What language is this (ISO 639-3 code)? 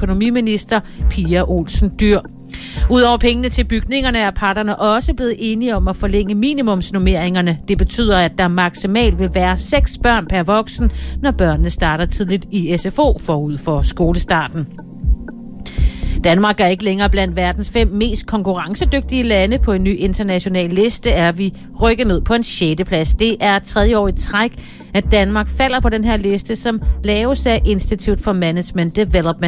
dan